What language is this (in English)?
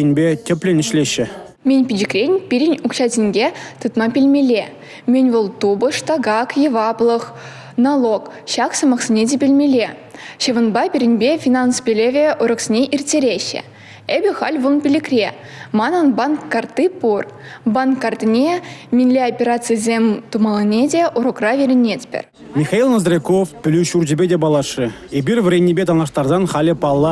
Chuvash